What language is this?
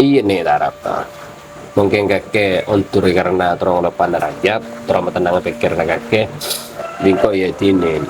Madurese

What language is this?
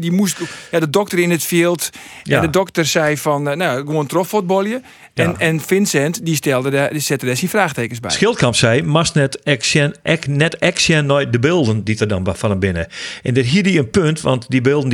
Western Frisian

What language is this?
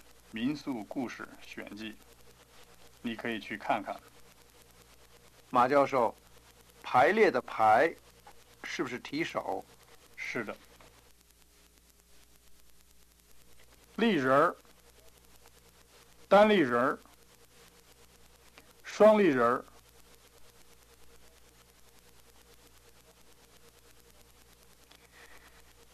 Chinese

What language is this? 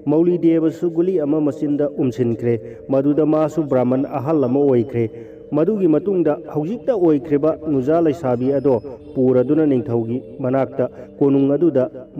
Manipuri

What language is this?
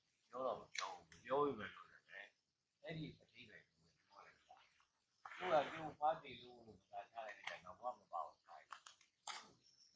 Burmese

